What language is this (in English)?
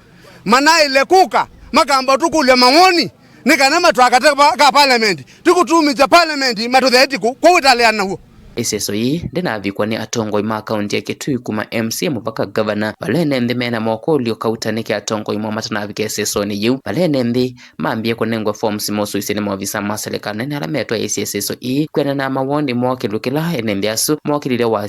Kamba